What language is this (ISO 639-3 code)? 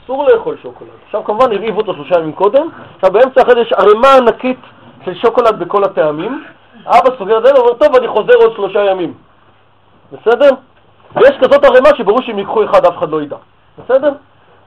heb